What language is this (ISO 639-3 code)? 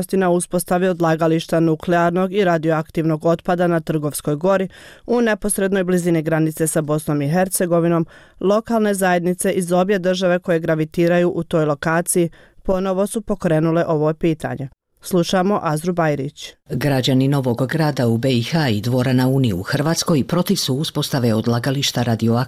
bos